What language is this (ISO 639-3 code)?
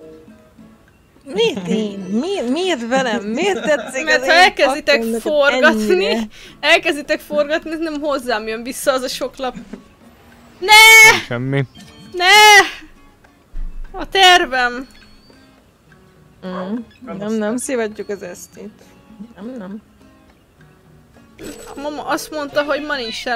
hun